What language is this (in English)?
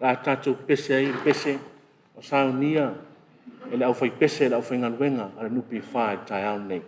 Samoan